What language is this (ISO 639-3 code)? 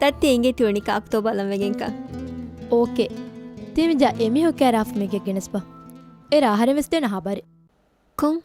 div